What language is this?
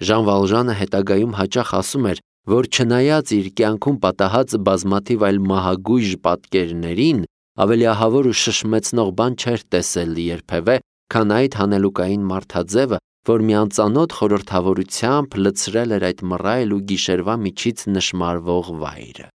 Armenian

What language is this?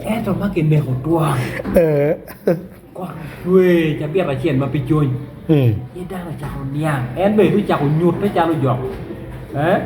Acoli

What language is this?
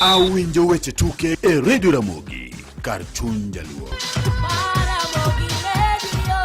Luo (Kenya and Tanzania)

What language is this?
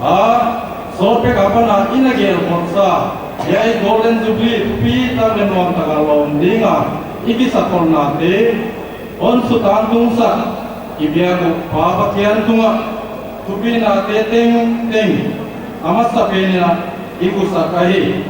Paite Chin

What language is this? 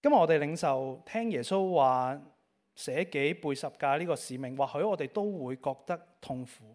Cantonese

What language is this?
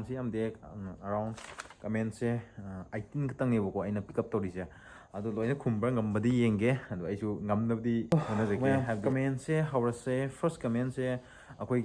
Manipuri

